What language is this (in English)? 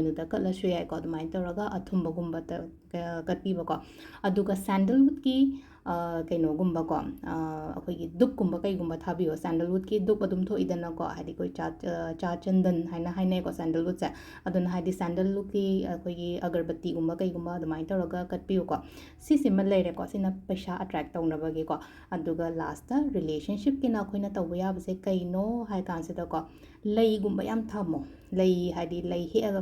Manipuri